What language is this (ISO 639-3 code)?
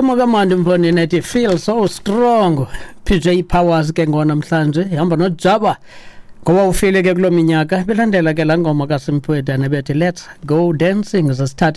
xho